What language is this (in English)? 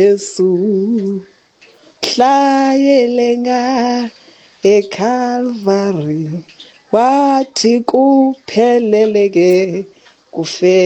Xhosa